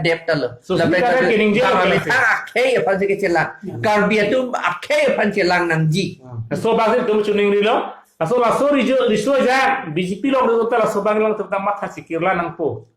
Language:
Karbi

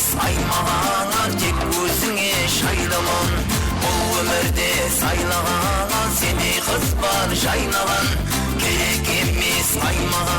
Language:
Kara-Kalpak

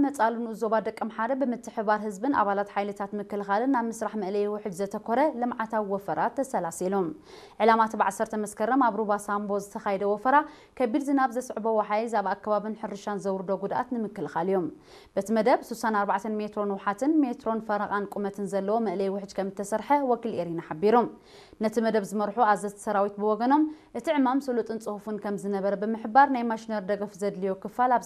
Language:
Tigrinya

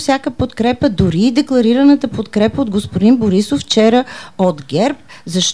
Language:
Bulgarian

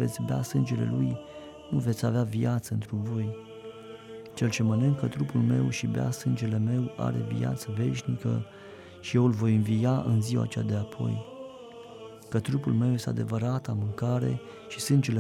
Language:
Romanian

